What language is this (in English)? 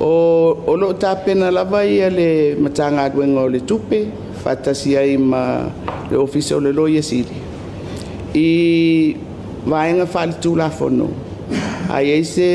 Samoan